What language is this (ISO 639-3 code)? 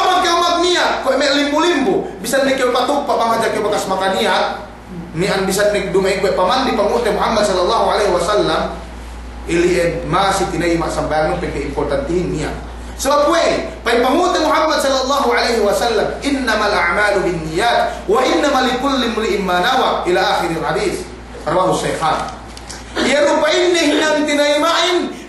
yka